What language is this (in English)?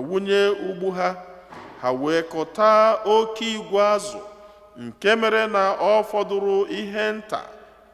Igbo